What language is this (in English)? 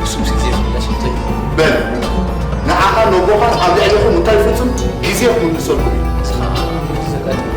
Tigrinya